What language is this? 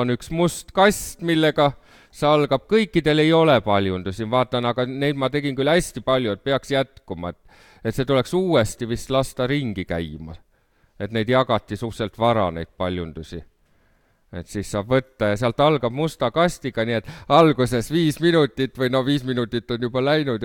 Estonian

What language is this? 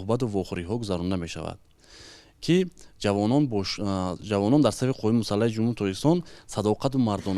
Tajik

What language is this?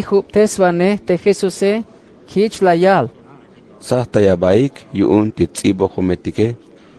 Tzeltal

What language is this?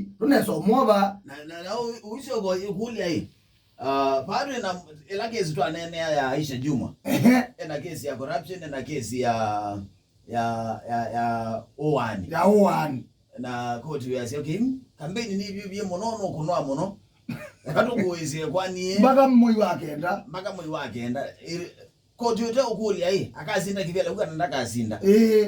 Kamba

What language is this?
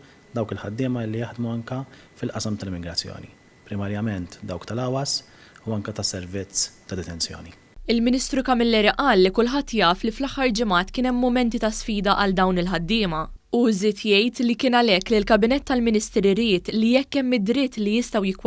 Maltese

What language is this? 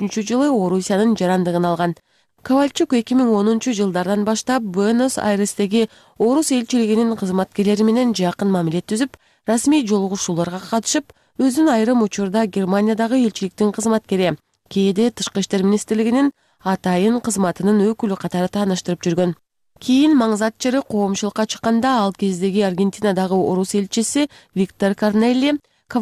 Kyrgyz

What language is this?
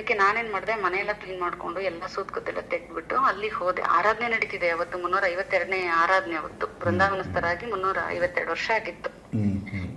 Kannada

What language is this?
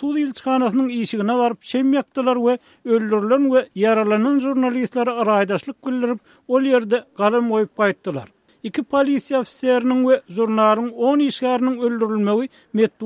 Turkmen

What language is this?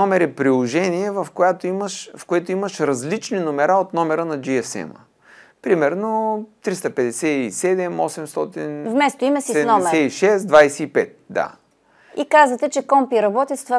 Bulgarian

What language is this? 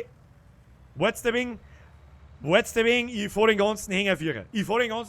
Bavarian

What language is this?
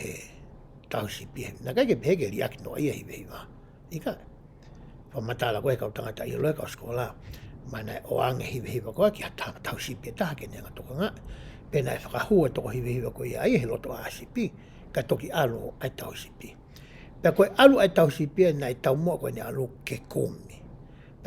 Tongan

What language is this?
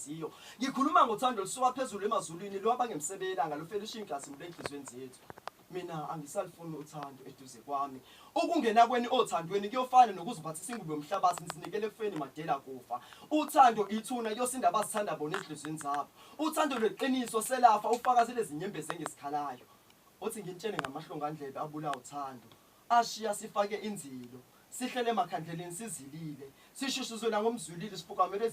Zulu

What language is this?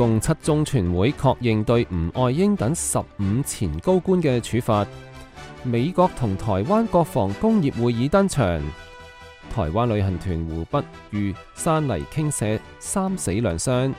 Cantonese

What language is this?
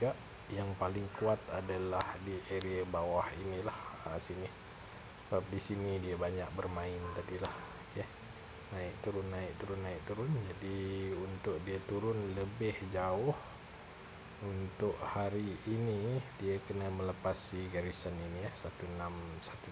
Malay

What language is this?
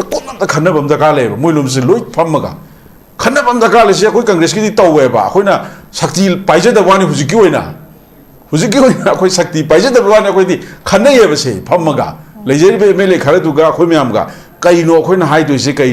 Manipuri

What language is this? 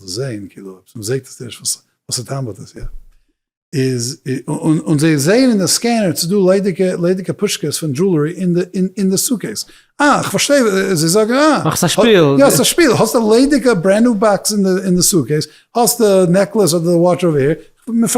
Yiddish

